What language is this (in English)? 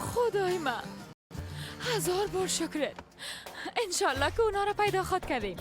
Persian